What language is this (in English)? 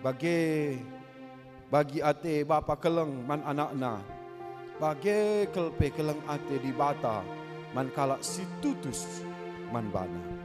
Batak Karo